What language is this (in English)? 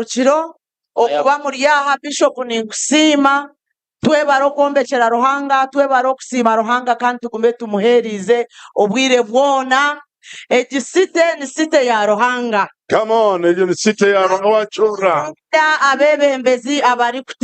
Nyankole